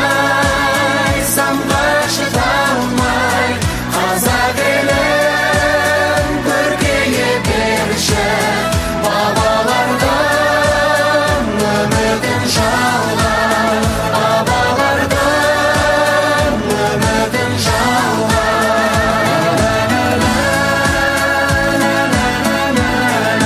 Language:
Kazakh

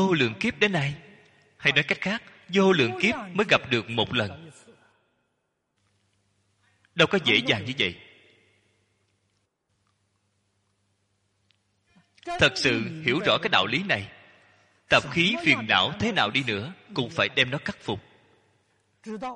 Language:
Vietnamese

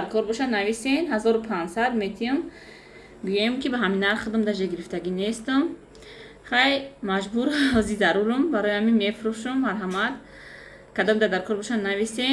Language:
Tajik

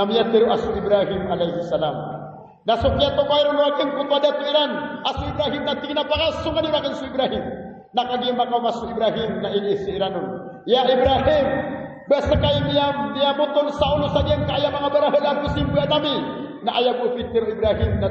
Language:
Maranao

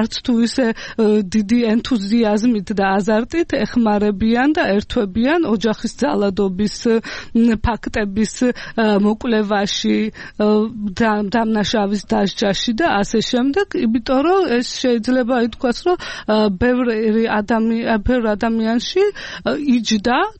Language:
Georgian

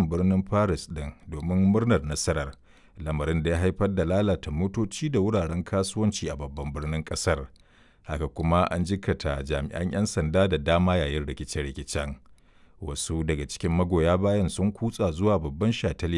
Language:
Hausa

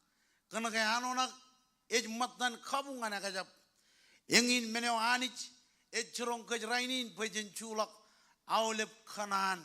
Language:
Marshallese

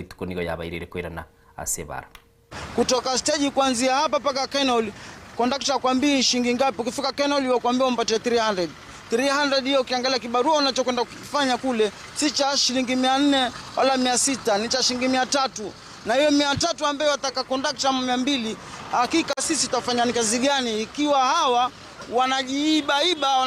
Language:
Gusii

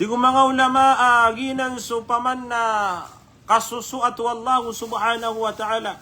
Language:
Maranao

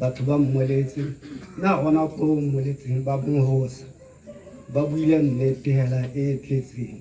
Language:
Tswana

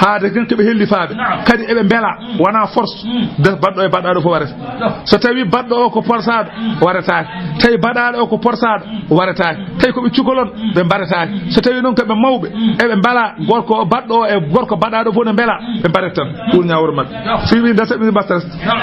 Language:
Fula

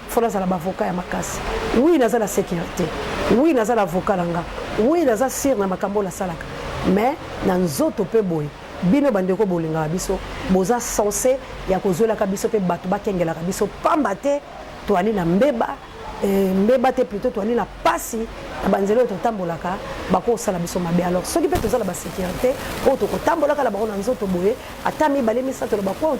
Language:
Lingala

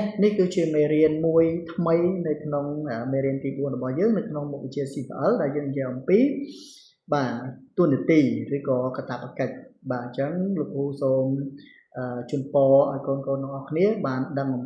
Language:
Khmer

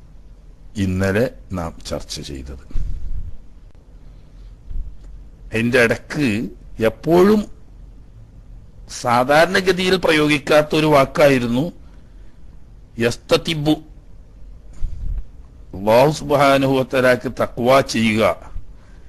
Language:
Malayalam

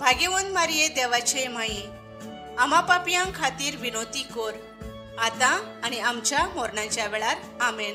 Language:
Konkani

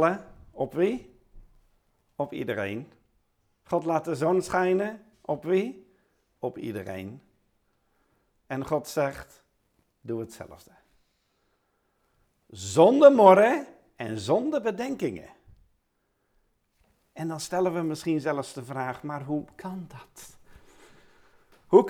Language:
Dutch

